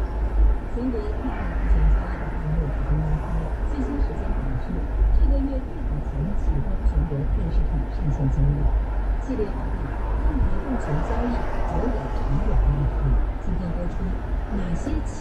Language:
Chinese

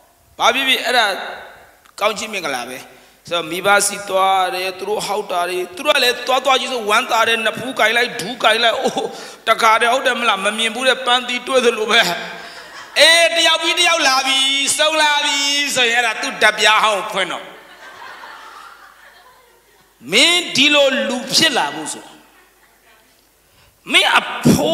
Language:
Burmese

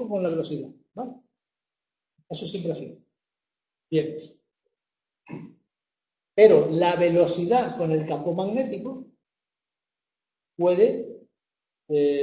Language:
Spanish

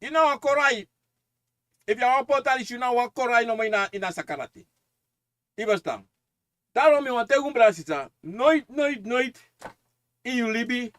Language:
Sranan Tongo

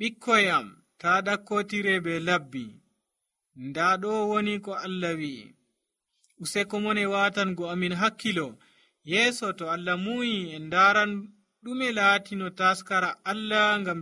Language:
Nigerian Fulfulde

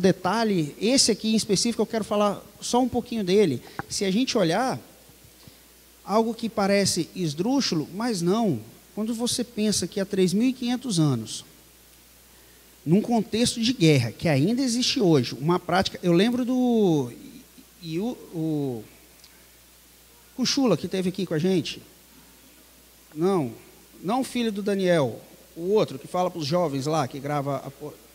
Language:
Portuguese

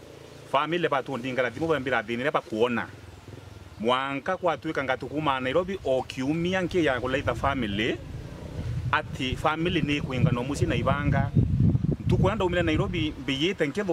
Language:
Meru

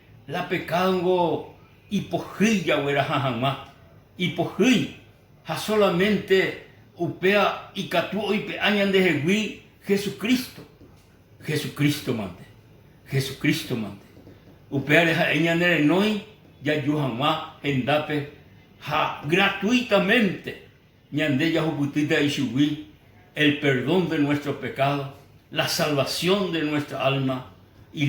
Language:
Guarani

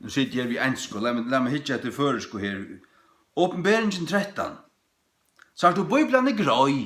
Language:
Faroese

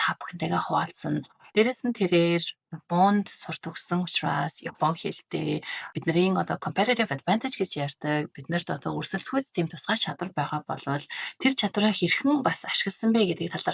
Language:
Mongolian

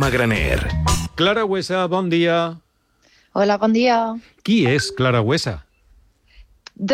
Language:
Catalan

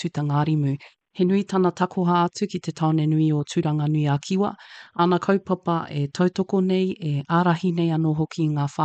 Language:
Māori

